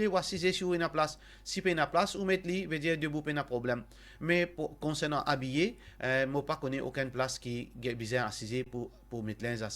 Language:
Morisyen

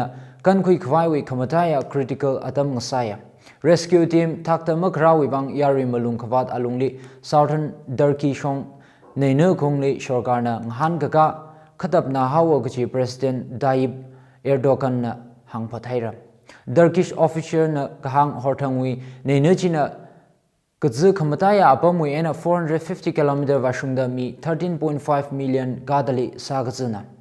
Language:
Tangkhul Naga (India)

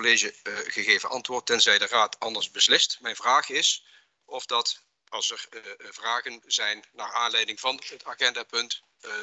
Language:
Dutch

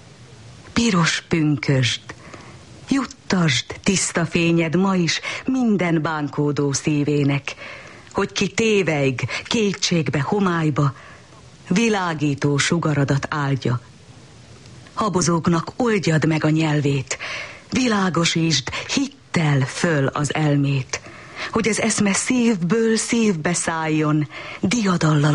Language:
Hungarian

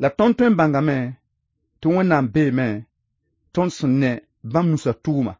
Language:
Mossi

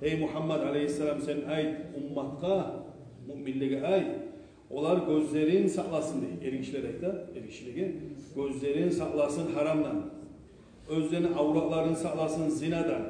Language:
Kumyk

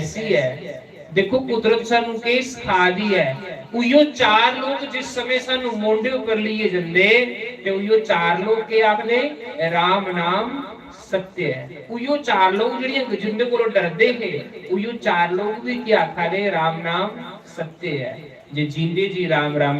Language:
Dogri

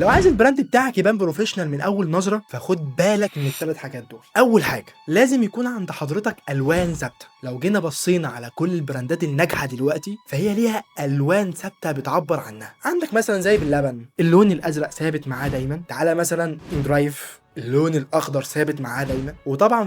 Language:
Egyptian Arabic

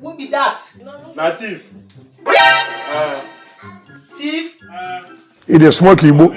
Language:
Nigerian Pidgin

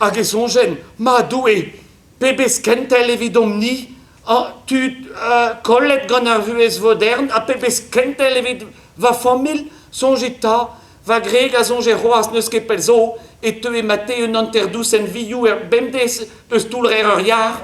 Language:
Breton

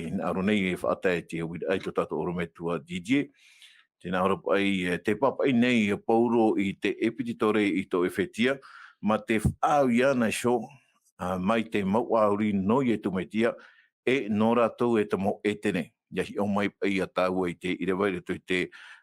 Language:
Tahitian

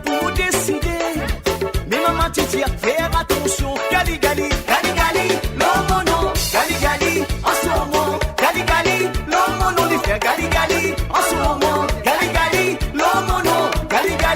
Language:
Morisyen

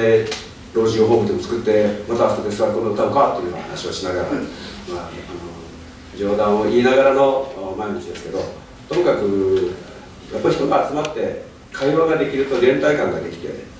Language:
Japanese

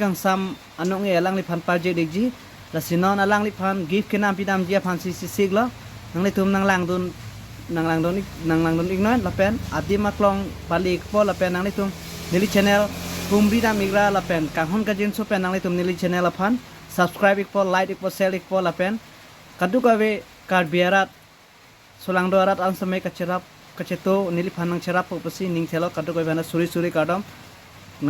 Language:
Karbi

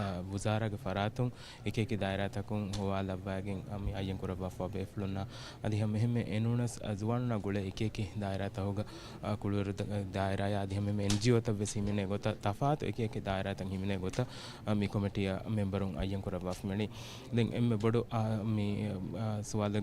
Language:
Divehi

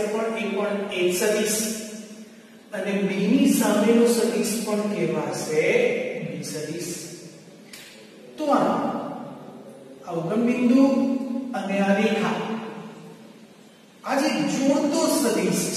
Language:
Gujarati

